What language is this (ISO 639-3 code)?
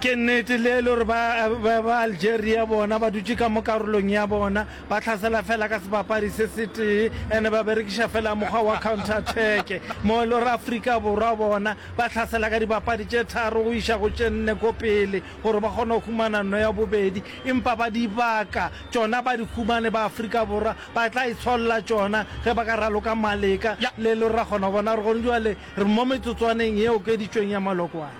nso